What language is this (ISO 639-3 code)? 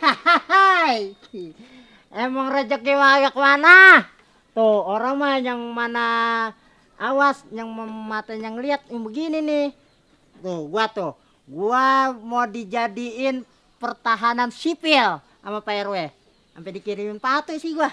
bew